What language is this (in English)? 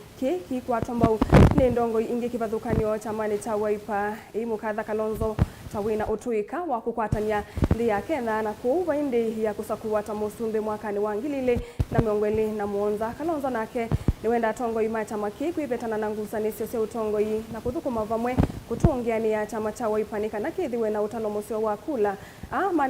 Kamba